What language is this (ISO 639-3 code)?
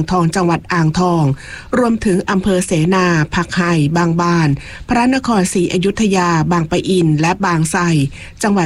tha